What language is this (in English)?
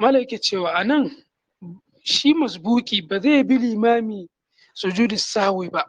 Hausa